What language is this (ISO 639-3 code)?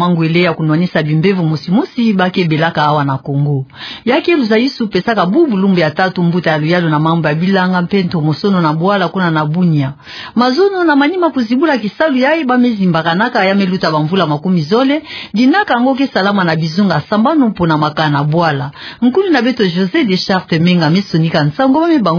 ktu